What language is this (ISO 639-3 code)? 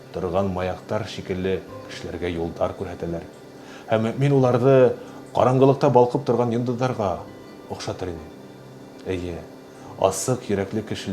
bak